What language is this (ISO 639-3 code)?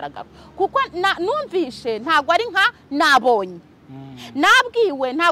kin